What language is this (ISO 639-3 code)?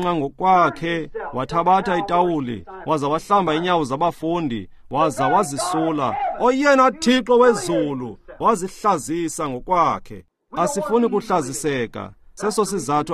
xho